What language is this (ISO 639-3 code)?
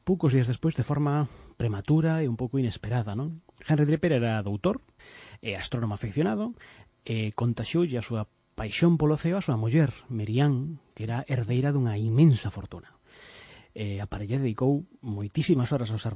glg